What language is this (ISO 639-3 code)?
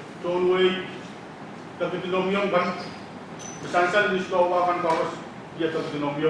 pon